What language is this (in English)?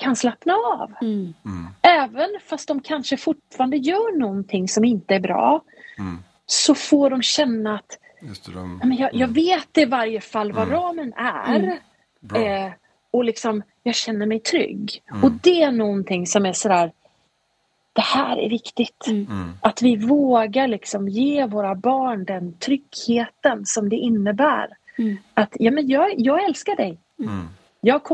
Swedish